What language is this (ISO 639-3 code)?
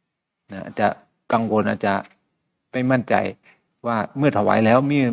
tha